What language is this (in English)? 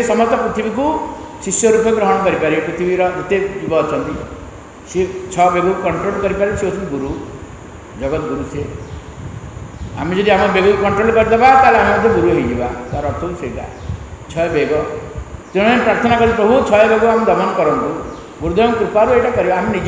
Odia